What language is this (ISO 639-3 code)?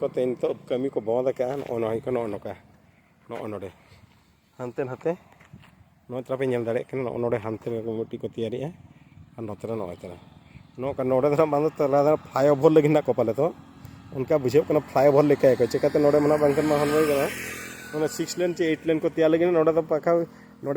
sat